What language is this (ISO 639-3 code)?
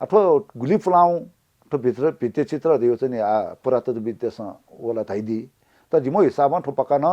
new